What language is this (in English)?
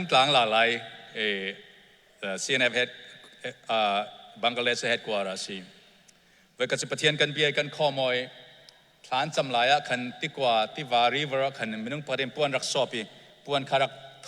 Hakha Chin